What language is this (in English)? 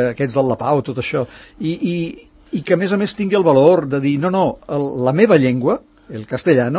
Catalan